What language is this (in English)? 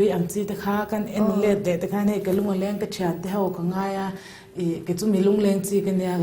Mizo